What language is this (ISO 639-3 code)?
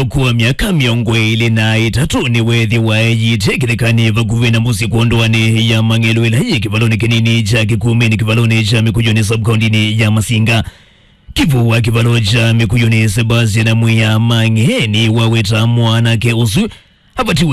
kam